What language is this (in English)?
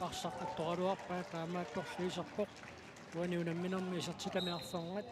Kalaallisut